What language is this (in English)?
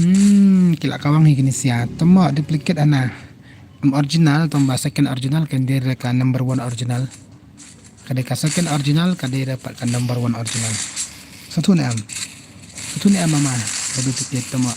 Khasi